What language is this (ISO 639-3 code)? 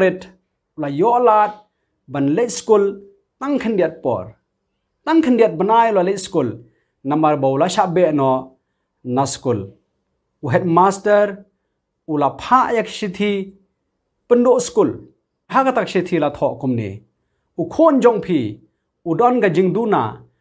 kha